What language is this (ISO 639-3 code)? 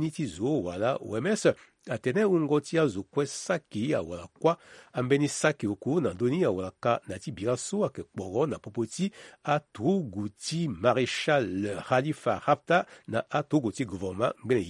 sag